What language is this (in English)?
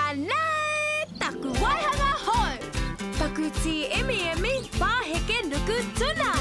Māori